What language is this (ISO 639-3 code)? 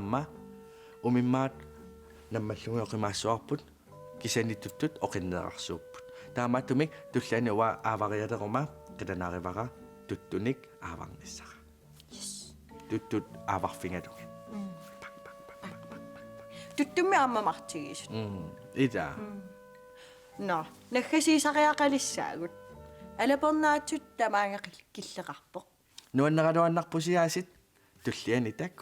kal